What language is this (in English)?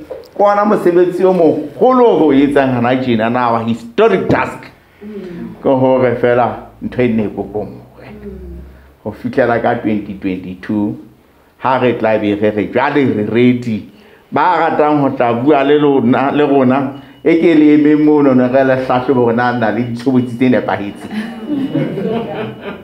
Southern Sotho